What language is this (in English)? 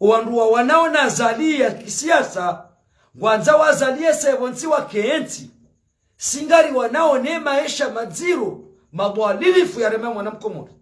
Ngazidja Comorian